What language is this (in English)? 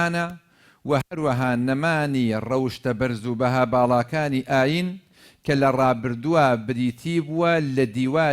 Central Kurdish